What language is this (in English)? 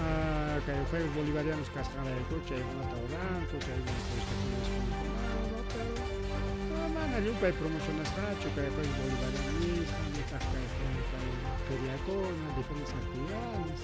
Ayacucho Quechua